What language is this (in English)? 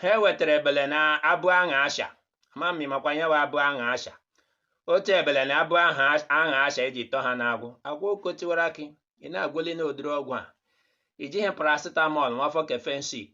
Igbo